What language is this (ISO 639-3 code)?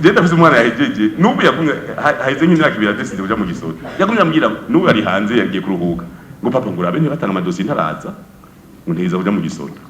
run